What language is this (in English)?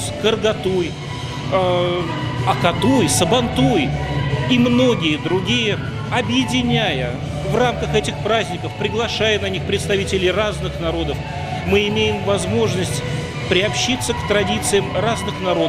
Russian